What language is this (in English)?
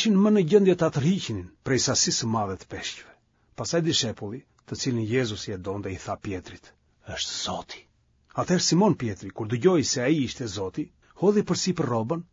Albanian